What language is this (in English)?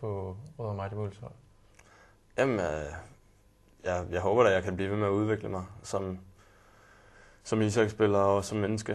Danish